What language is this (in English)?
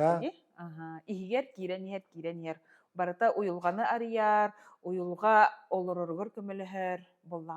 Yakut